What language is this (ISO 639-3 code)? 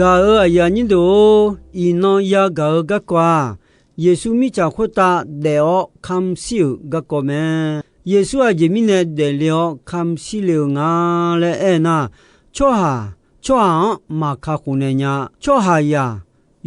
ahk